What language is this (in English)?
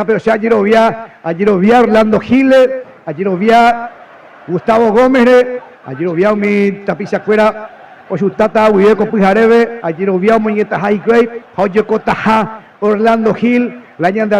Guarani